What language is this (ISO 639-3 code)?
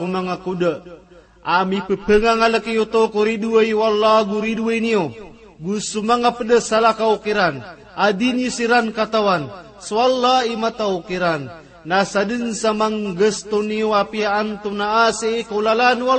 mrw